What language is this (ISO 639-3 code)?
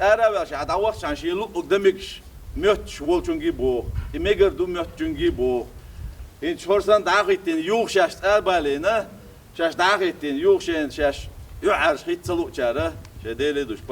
che